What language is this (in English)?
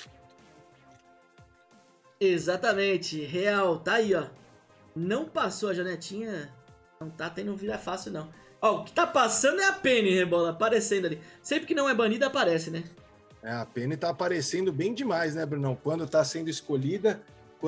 Portuguese